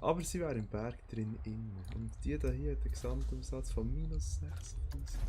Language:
Swiss German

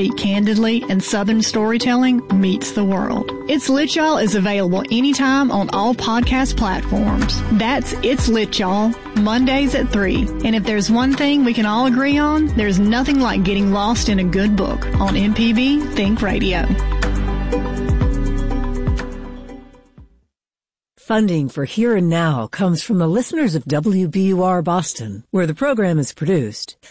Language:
English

